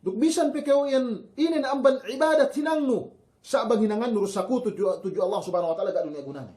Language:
Yakan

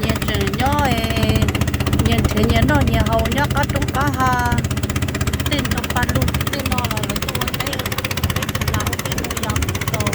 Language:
Hmong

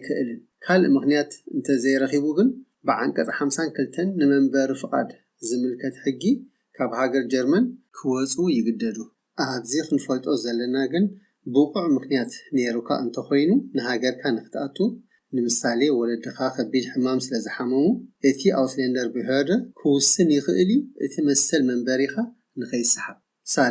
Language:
Tigrinya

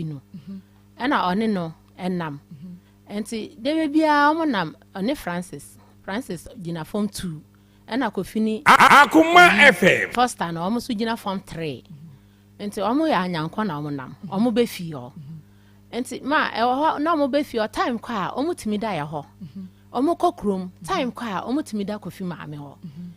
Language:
Akan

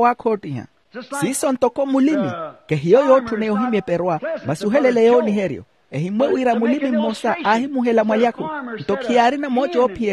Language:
Makhuwa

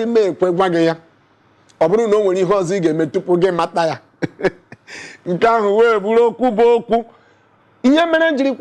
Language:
Igbo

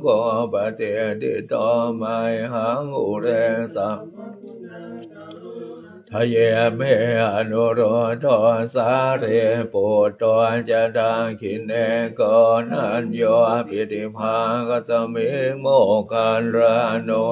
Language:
Pali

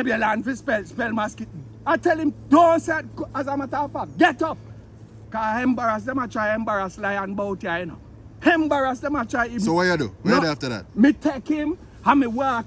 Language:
Jamaican Creole English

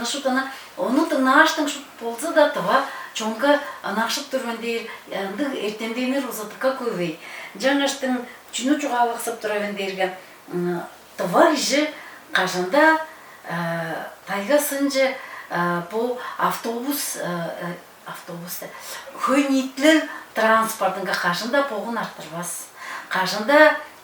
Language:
Tuvinian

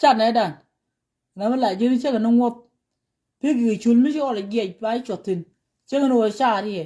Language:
Nuer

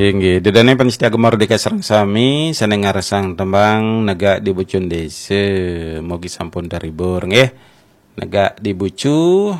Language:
Balinese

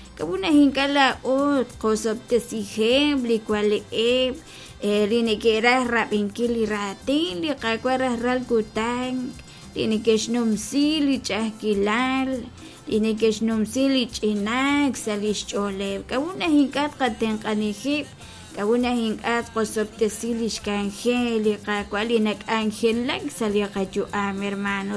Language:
Kekchí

